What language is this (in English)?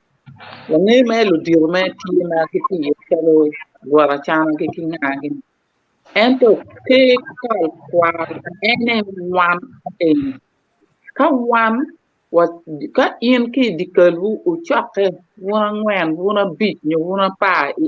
Acoli